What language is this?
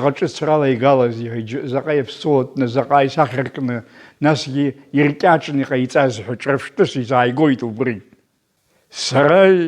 Abkhazian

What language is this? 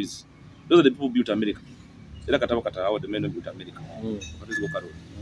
Nyoro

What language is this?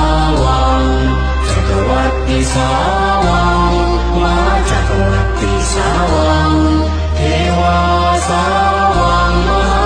Pali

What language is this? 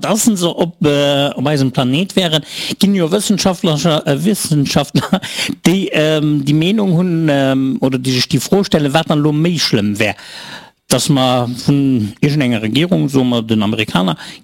Luxembourgish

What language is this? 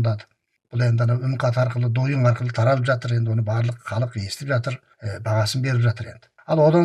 Kazakh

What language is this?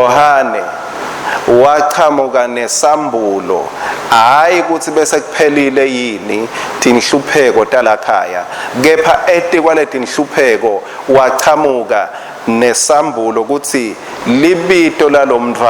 Swati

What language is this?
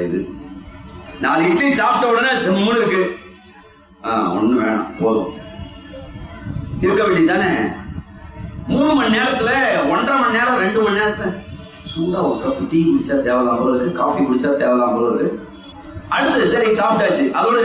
Tamil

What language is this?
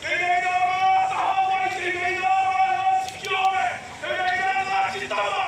Māori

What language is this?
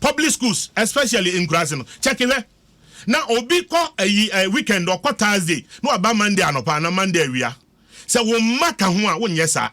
Akan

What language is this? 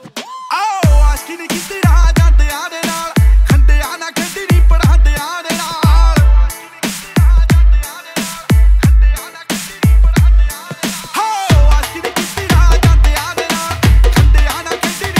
Punjabi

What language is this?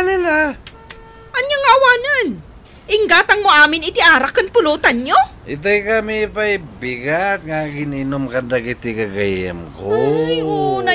Iloko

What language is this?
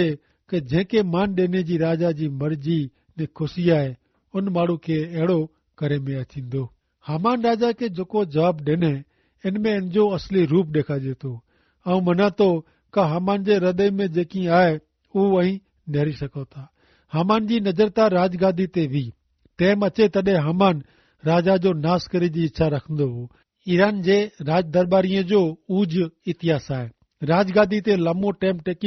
Kachhi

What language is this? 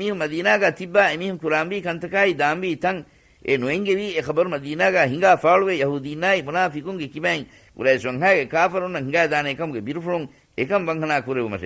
Divehi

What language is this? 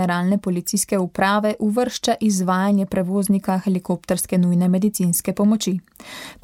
Slovenian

